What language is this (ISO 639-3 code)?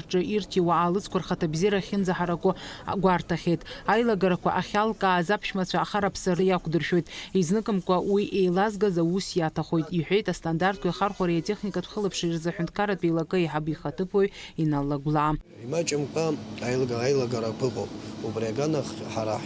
abk